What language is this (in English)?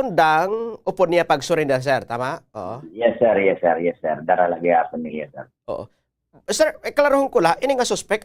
Waray